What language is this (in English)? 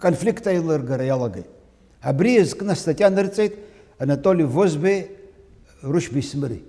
Abkhazian